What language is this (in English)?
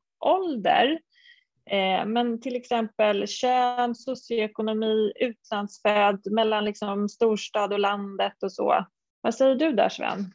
Swedish